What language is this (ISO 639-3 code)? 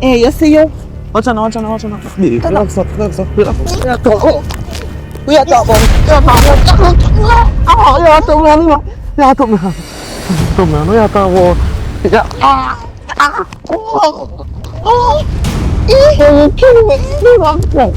jam